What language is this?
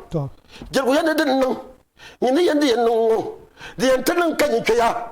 Dagbani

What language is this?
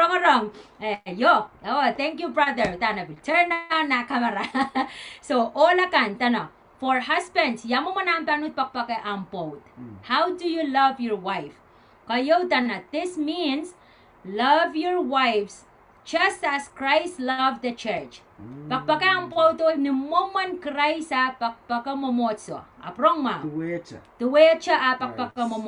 Pohnpeian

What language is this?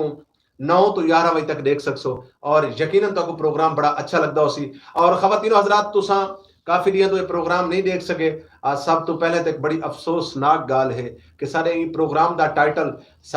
Saraiki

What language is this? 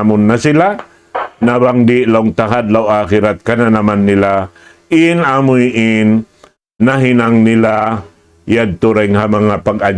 Tausug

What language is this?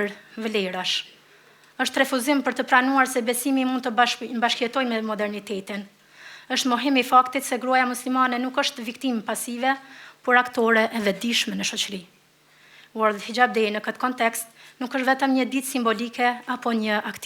Albanian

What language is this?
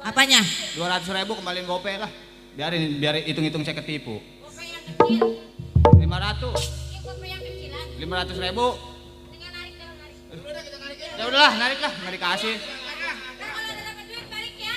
Betawi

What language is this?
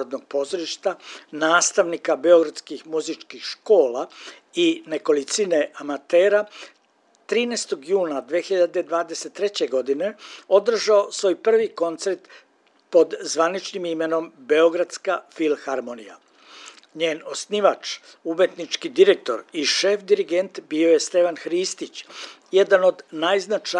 Serbian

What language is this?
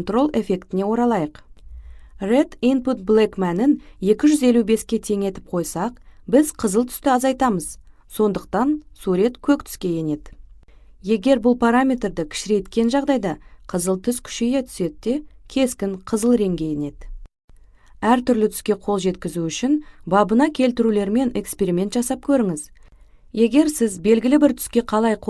Kazakh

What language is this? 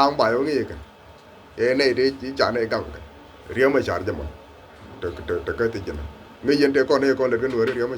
Nuer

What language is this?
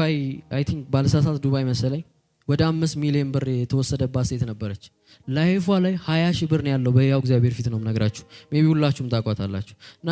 Amharic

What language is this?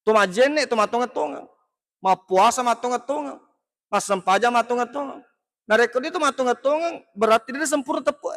Buginese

